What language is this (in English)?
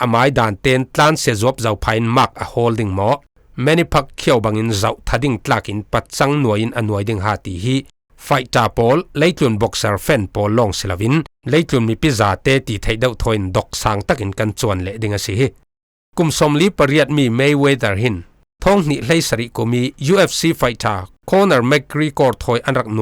Falam Chin